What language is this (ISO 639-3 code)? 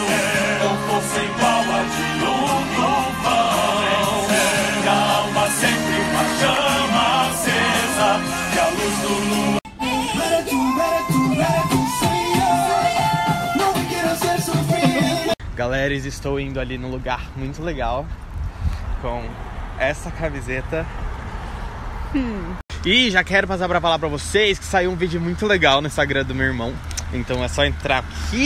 por